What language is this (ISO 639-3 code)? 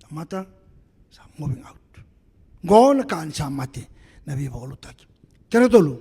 fij